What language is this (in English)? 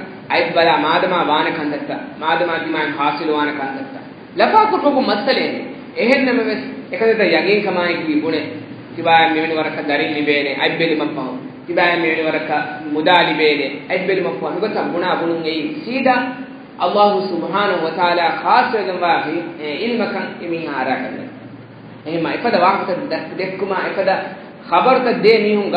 Divehi